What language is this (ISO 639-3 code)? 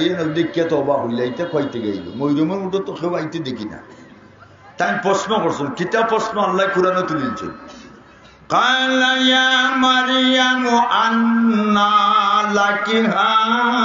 syl